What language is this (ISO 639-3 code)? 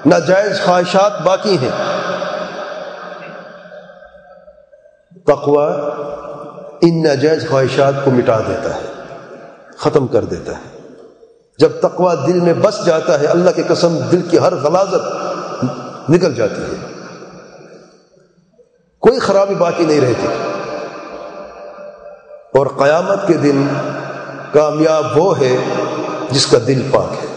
urd